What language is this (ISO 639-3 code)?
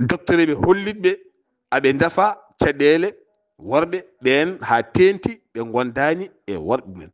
ful